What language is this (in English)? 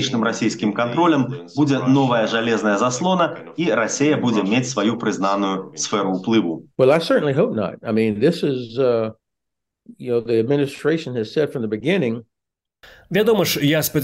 Belarusian